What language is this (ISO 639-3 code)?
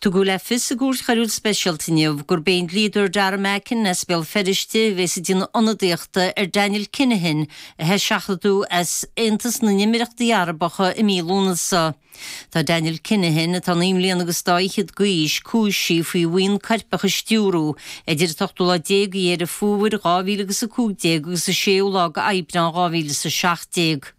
gle